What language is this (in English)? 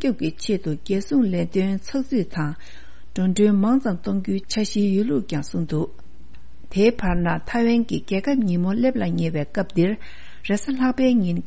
Tibetan